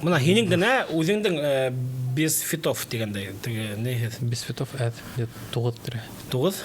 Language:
Bashkir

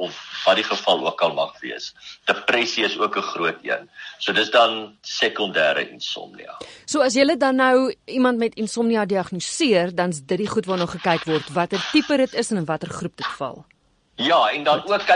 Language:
Afrikaans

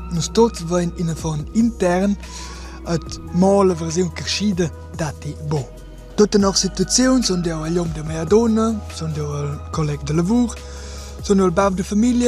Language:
Romansh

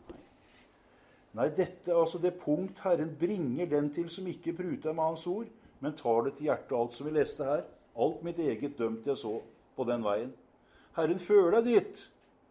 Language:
Norwegian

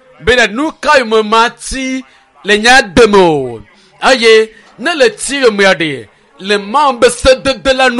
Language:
Ewe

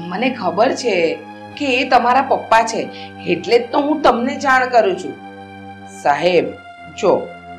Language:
Gujarati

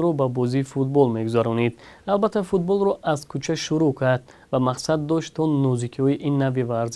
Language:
Tajik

